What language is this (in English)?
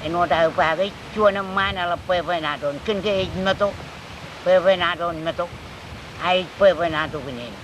Marshallese